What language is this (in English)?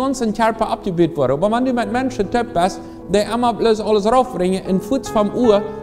Plautdietsch